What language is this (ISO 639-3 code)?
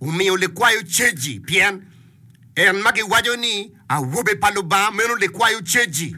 ach